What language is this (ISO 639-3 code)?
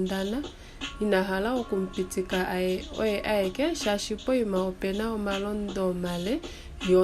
kua